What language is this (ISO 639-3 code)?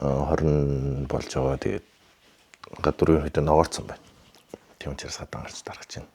mon